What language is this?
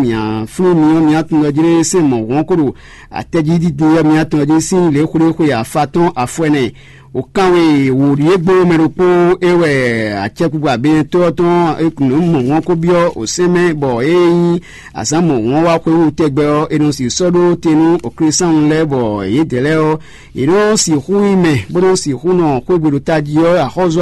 Fon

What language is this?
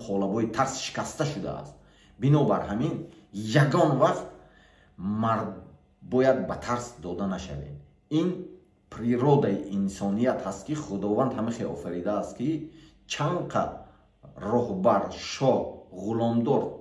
Tajik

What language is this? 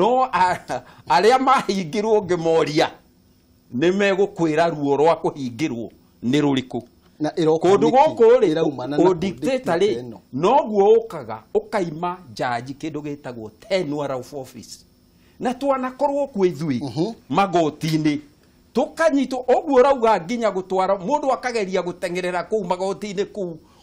Kikuyu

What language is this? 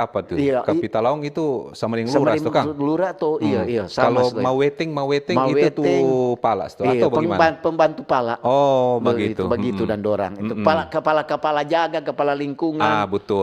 Manado Malay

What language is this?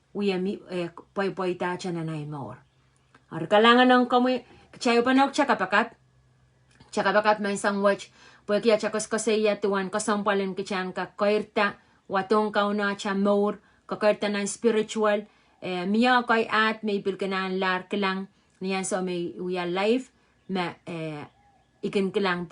Pohnpeian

